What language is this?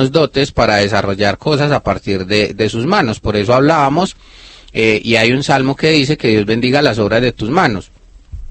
Spanish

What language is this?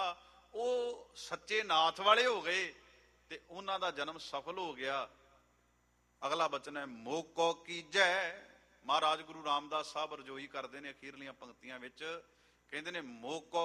Punjabi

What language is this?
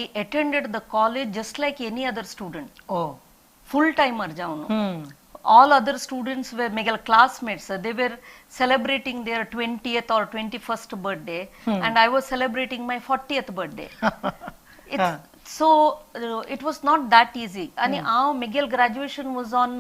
Konkani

